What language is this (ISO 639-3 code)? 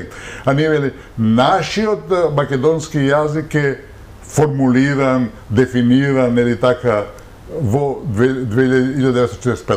mkd